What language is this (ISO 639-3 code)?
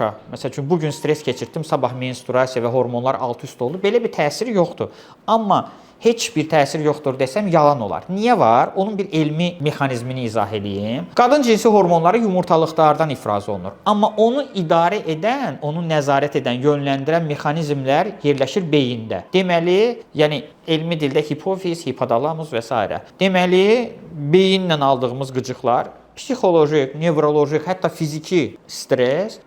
aze